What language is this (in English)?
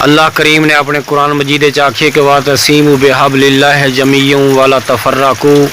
Saraiki